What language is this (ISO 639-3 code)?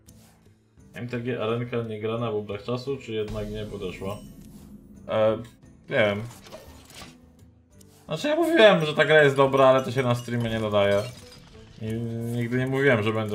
pol